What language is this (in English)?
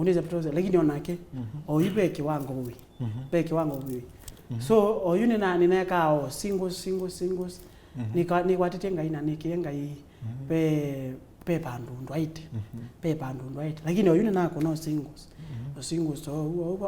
Kamba